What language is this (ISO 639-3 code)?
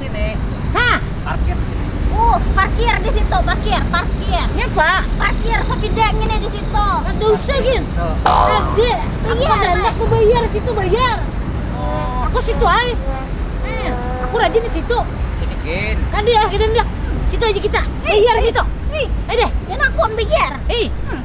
bjn